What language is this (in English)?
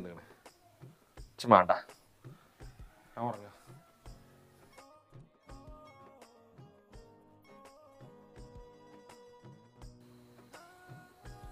Malayalam